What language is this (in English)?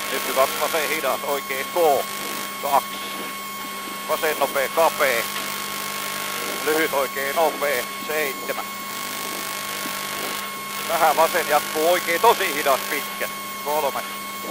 Finnish